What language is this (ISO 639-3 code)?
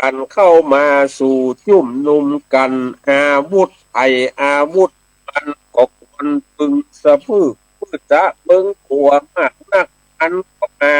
nod